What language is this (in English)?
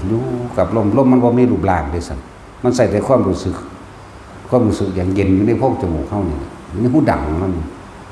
Northeastern Thai